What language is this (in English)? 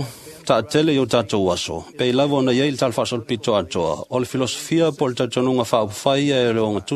Samoan